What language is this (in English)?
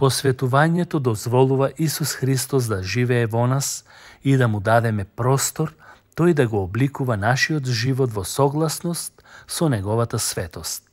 Macedonian